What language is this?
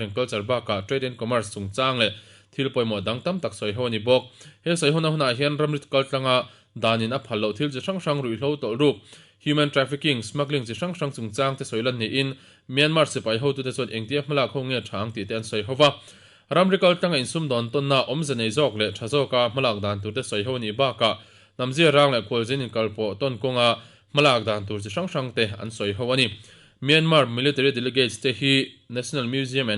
Mizo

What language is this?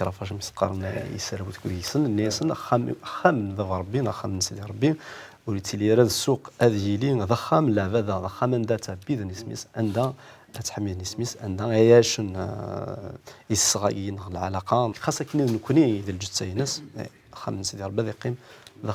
Kabyle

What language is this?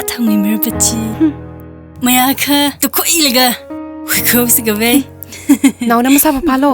Tangkhul Naga (India)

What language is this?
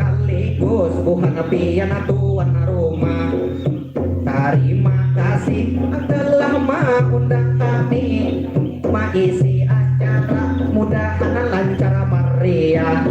Banjar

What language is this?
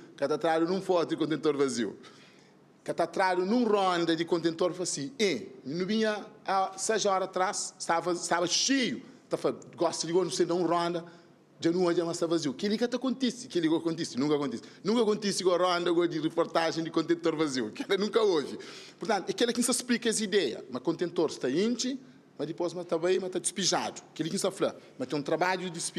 Kabuverdianu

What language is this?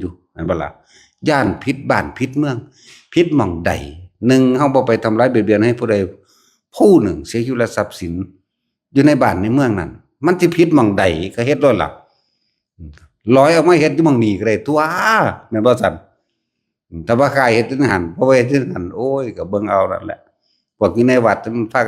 Northeastern Thai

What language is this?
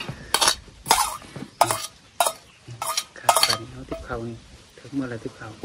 Thai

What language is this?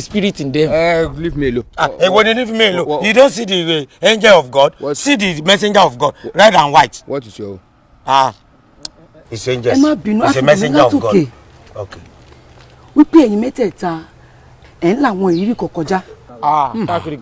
Yoruba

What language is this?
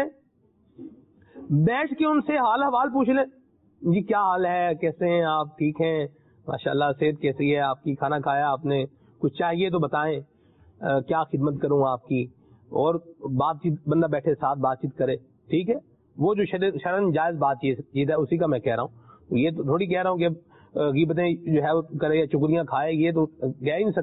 Urdu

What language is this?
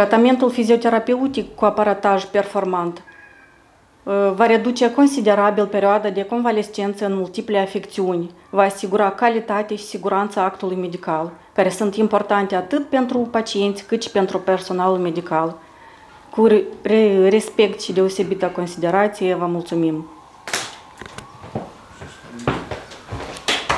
Romanian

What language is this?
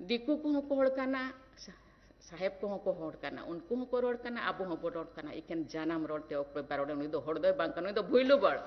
Santali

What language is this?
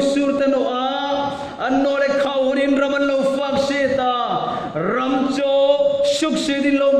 Hmar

